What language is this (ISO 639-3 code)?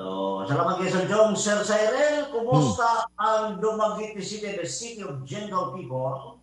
ceb